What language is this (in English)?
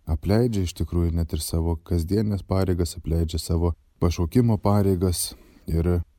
Lithuanian